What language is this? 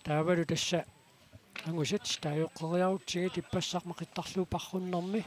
Kalaallisut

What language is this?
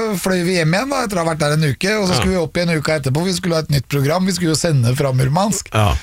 Norwegian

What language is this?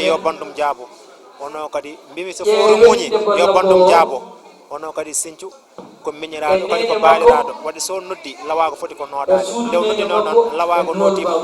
Fula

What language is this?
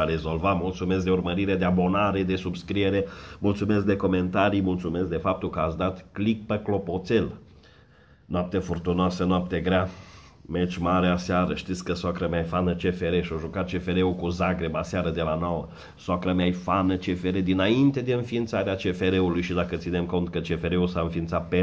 Romanian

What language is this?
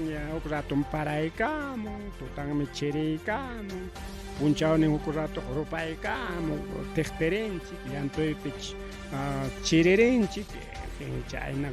Ayacucho Quechua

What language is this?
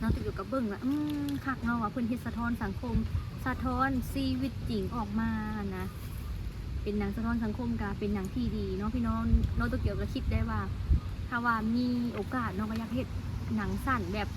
Lao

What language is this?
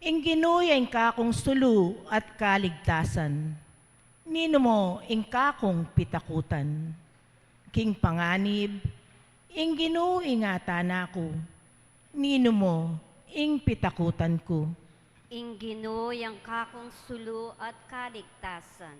Pampanga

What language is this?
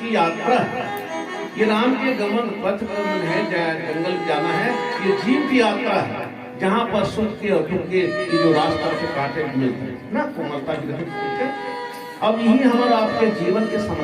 Chhattisgarhi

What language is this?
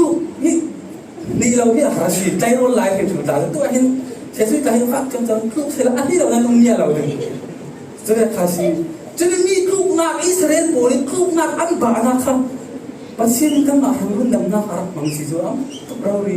Falam Chin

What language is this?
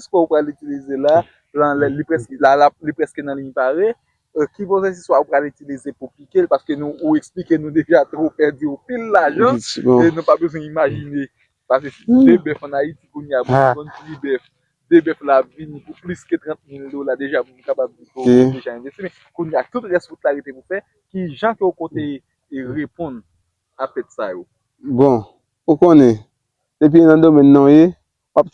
Haitian Creole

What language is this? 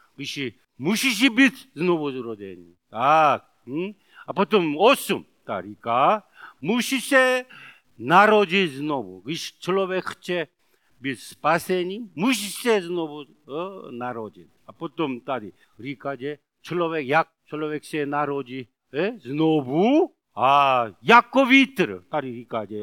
Czech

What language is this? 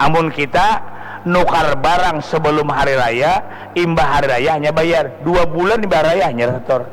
Banjar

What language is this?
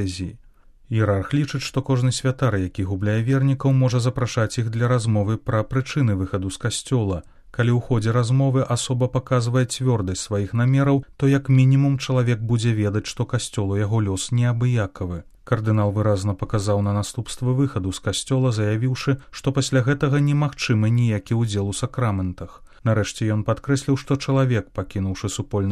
Belarusian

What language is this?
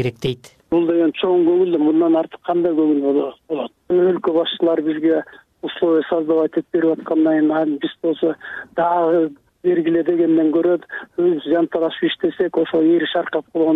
Kyrgyz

